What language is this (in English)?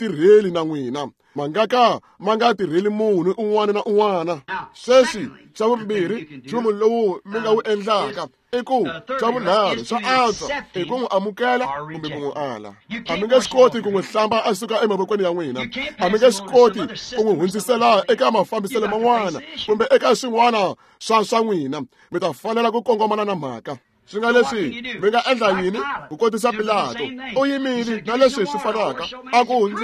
Tsonga